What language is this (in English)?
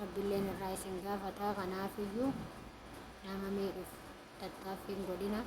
Oromo